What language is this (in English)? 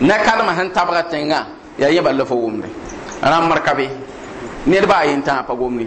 Mossi